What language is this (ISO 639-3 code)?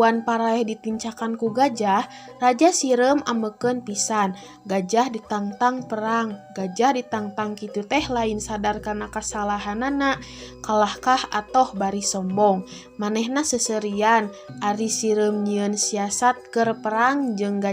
sun